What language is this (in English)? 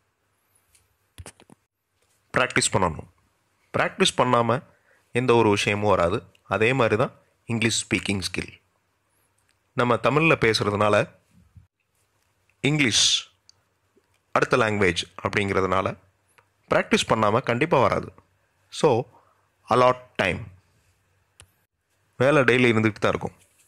Tamil